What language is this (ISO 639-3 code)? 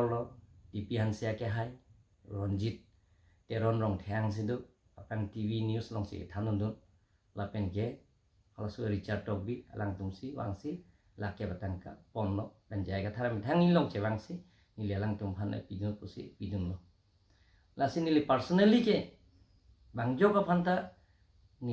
mjw